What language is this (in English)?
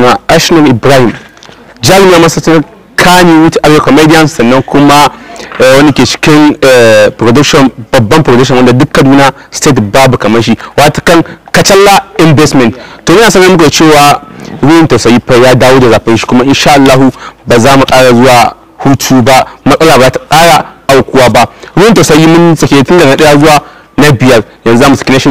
Hausa